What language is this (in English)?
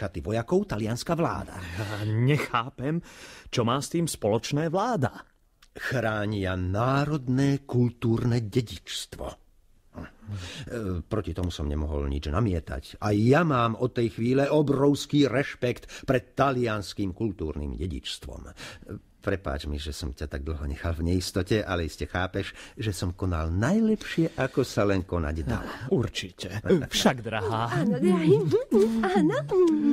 Slovak